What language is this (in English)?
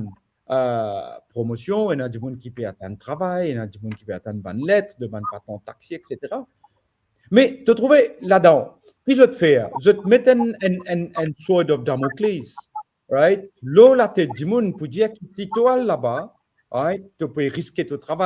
Morisyen